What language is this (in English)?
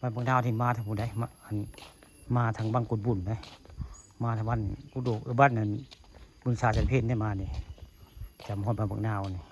Northeastern Thai